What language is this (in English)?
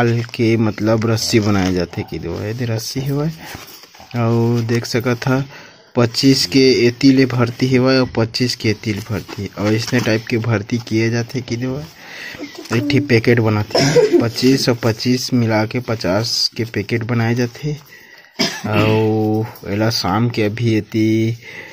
Chhattisgarhi